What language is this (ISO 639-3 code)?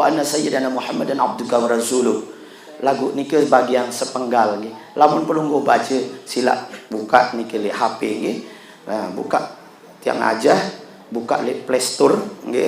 sas